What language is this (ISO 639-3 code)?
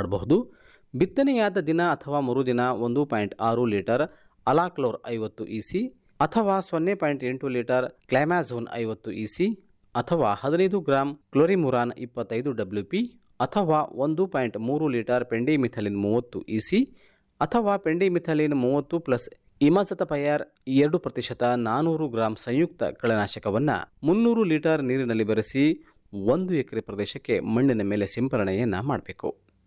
kan